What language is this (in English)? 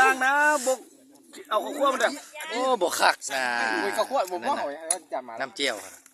Lao